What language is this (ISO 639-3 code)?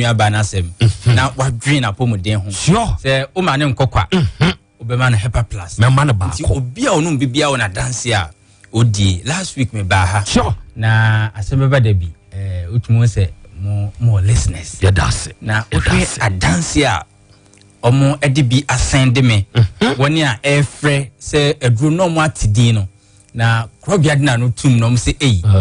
aka